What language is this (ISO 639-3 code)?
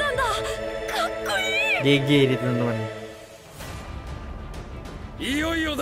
ind